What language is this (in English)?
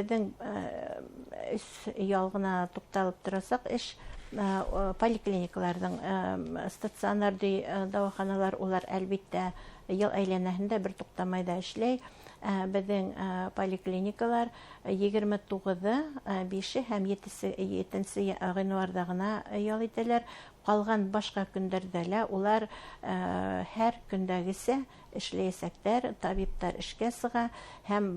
Bashkir